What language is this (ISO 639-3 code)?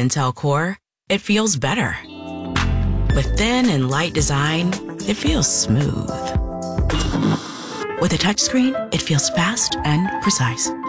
eng